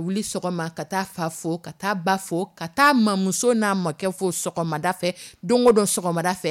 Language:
Dyula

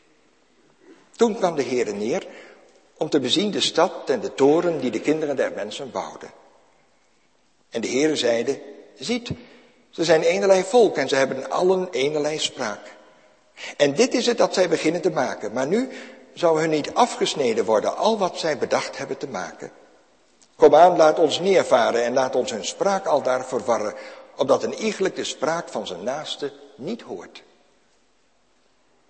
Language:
Dutch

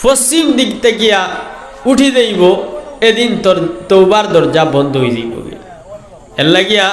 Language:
Sylheti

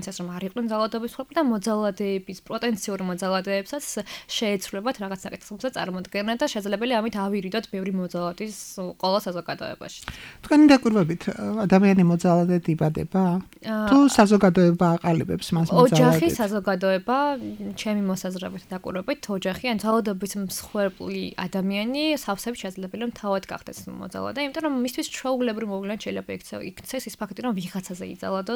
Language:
Georgian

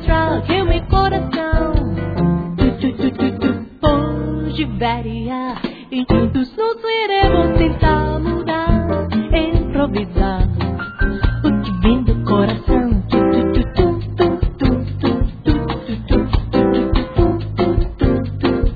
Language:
Japanese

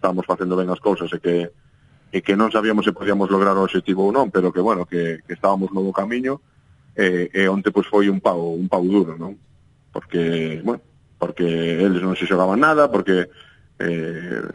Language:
Galician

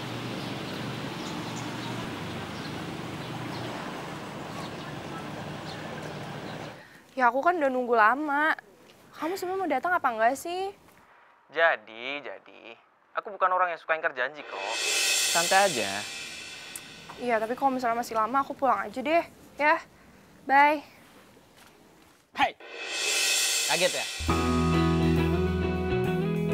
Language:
Indonesian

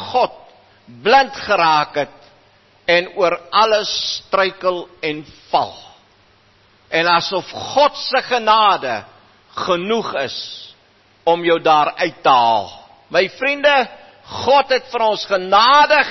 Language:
Afrikaans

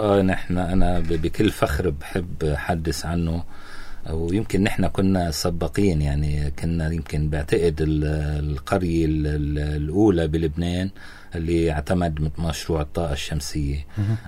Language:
North Levantine Arabic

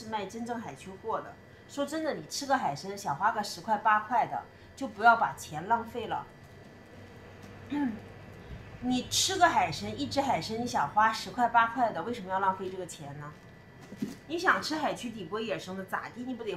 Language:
Chinese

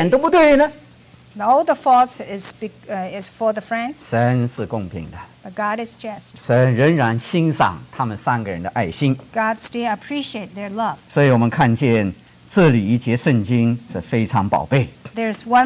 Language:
Chinese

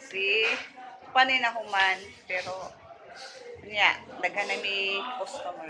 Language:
Cebuano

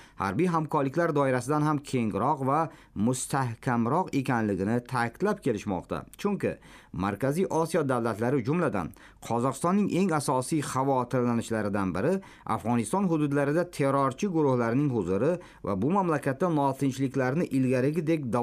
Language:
Uzbek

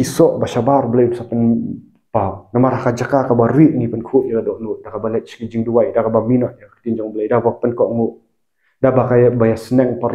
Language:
Khasi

